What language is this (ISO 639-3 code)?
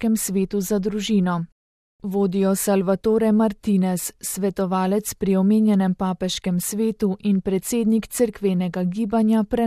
slv